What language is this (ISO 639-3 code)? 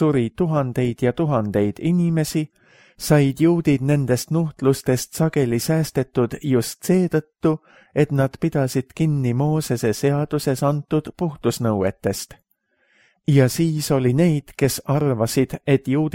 est